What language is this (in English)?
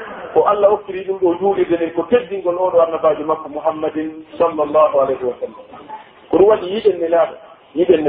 Pular